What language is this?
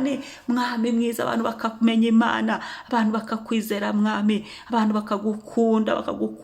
Kinyarwanda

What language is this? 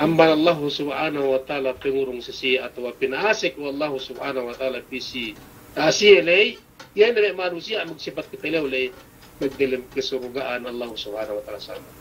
Yakan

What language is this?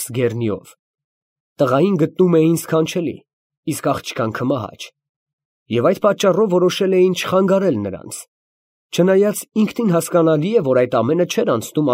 Armenian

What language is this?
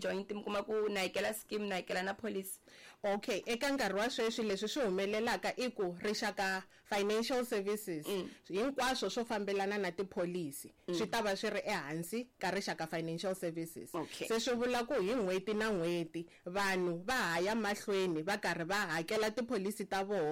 Tsonga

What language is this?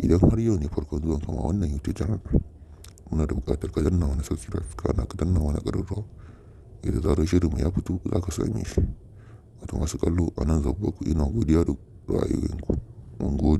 Hausa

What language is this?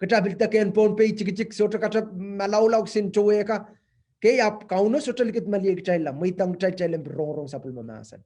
Pohnpeian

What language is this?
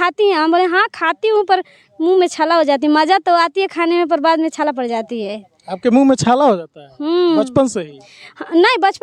Bhojpuri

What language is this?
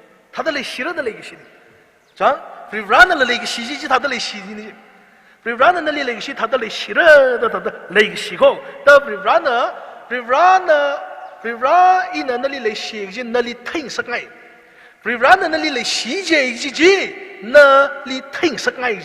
Tangkhul Naga (India)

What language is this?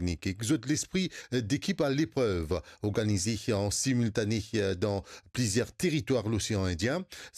Morisyen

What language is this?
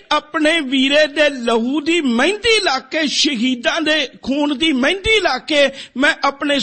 Punjabi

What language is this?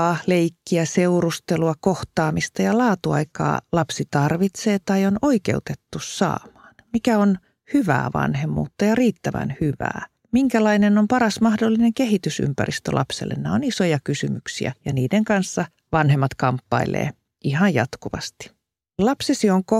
Finnish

